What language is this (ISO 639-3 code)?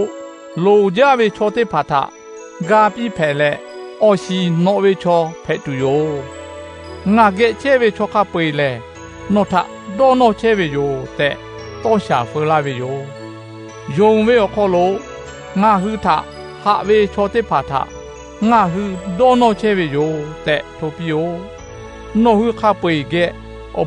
lhu